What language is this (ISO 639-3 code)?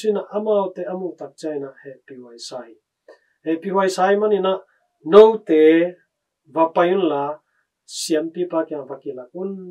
ctd